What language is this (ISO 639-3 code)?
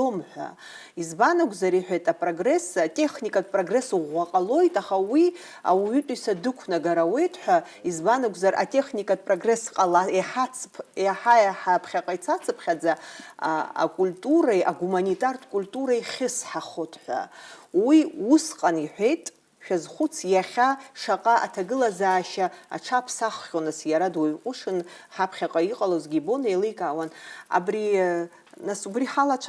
abk